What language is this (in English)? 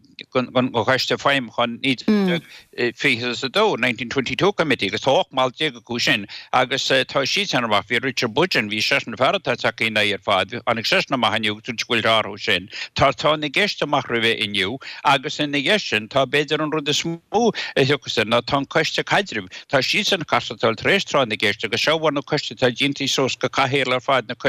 Irish